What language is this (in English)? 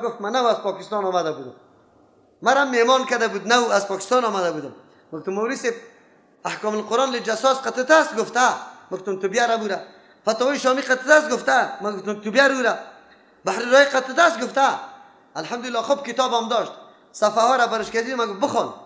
Persian